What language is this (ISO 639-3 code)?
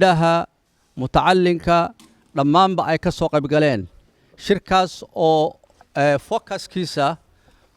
som